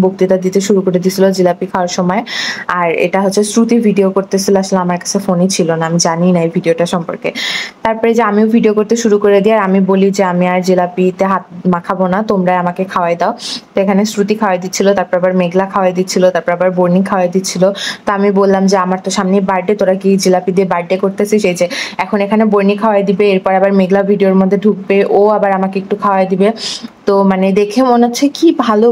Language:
Bangla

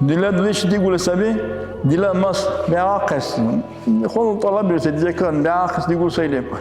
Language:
Dargwa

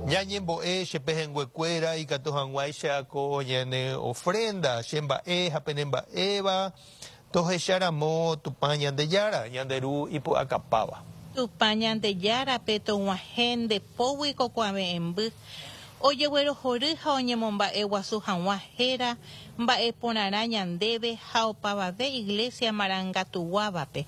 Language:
Guarani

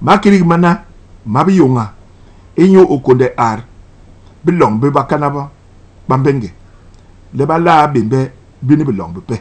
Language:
Basaa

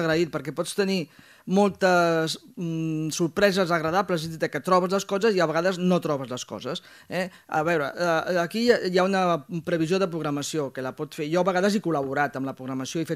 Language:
Catalan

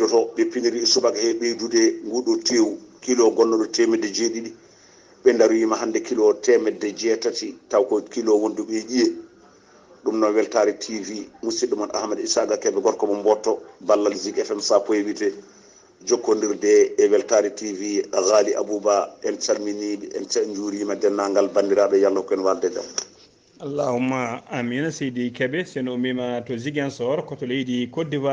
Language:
Fula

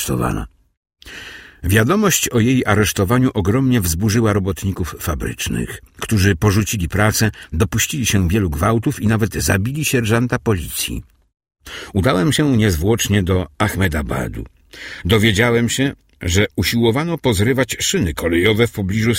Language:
Polish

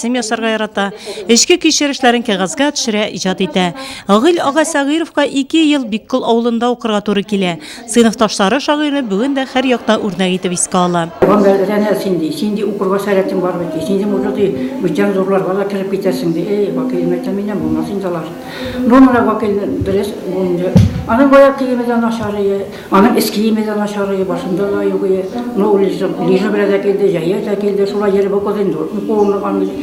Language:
Tatar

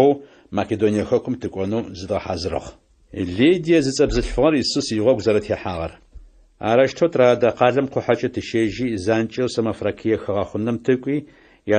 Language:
Adyghe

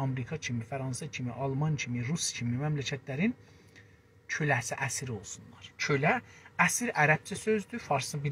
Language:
South Azerbaijani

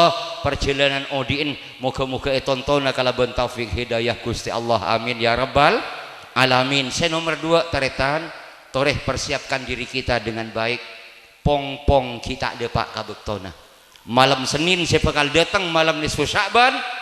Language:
Madurese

